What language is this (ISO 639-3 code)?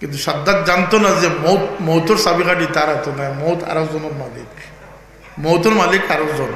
syl